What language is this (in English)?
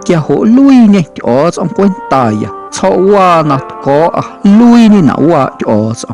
Guerrero Amuzgo